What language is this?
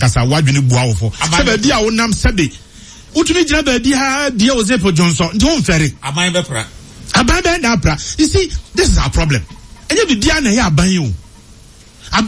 Akan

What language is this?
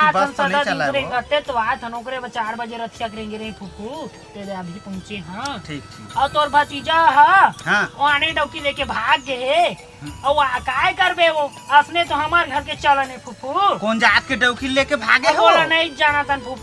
Chhattisgarhi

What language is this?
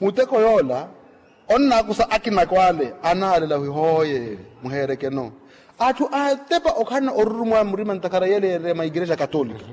Makhuwa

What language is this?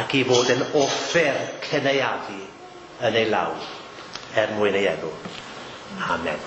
Welsh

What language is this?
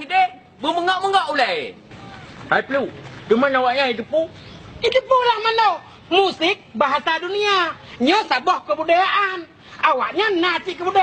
Achinese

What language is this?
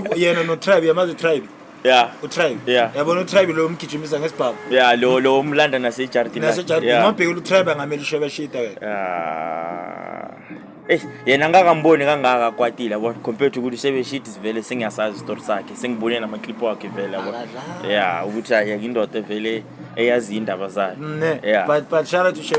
Zulu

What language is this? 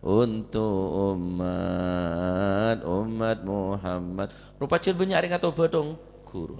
Madurese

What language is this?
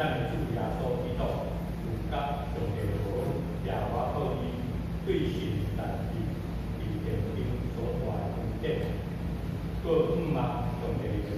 Min Nan Chinese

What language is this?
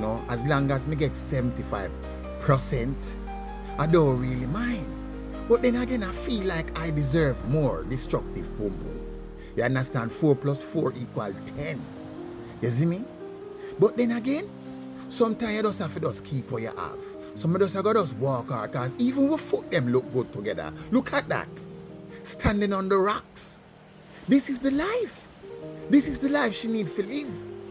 Jamaican Creole English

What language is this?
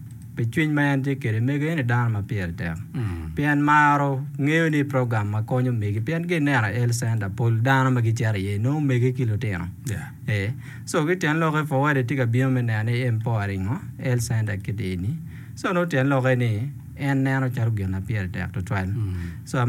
Acoli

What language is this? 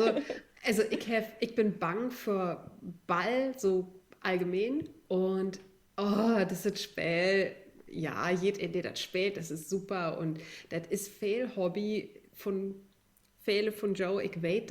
Low German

